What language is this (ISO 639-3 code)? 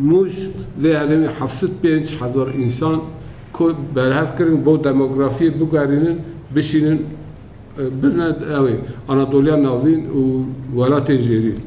kur